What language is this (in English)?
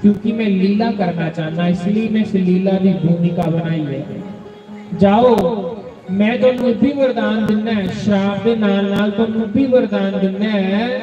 Dogri